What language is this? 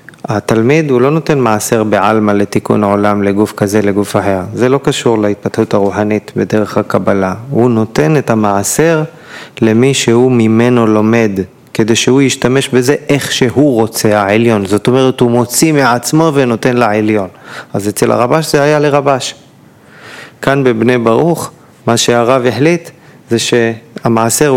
Hebrew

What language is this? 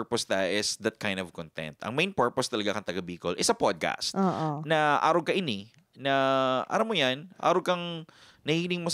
Bikol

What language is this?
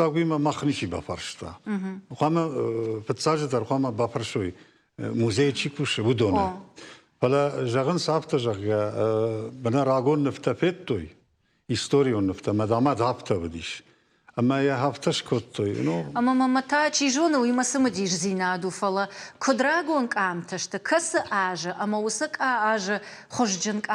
Ossetic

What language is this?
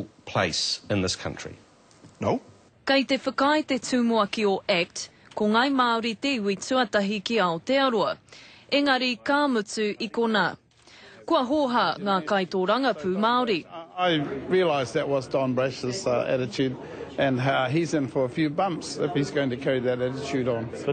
Māori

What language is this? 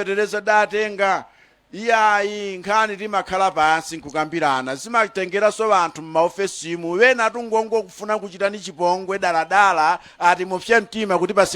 Nyanja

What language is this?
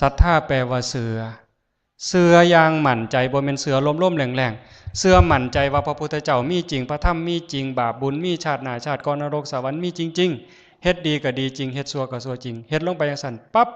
Northeastern Thai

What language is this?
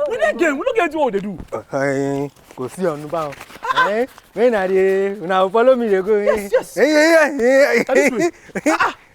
Nigerian Pidgin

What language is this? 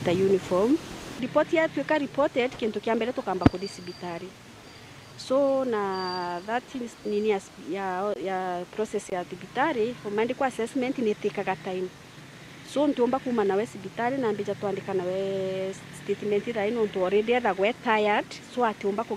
Meru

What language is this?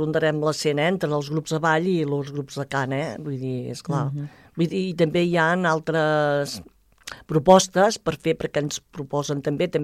Catalan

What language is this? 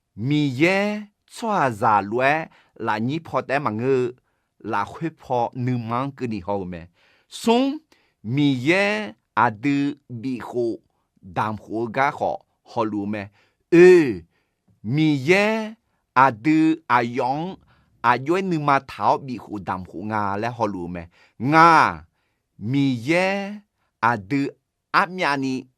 Akha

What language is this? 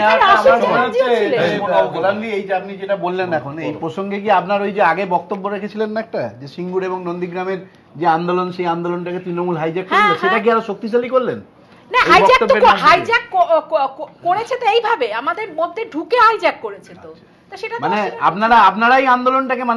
Bangla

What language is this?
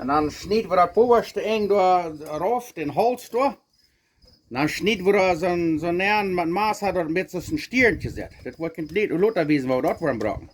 Plautdietsch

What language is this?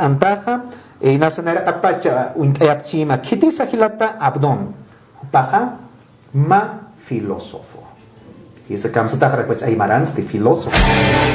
Aymara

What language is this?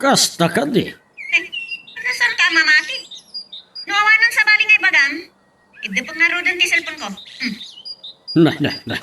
Iloko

